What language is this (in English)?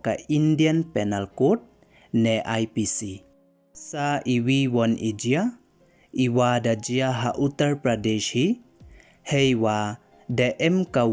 Pnar